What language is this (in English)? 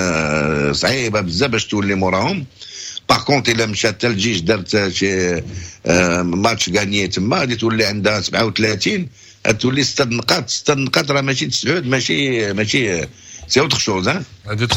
Moroccan Arabic